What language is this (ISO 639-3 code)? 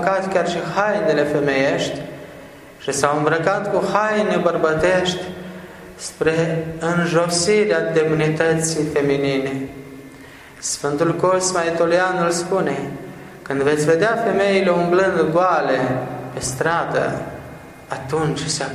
ron